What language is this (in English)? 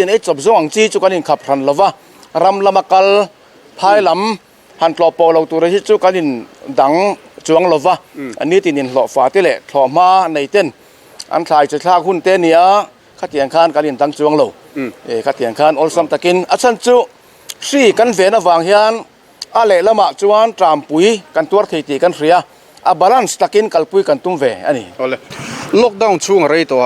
Mizo